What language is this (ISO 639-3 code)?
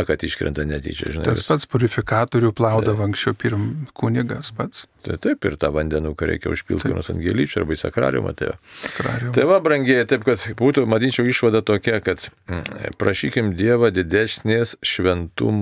lit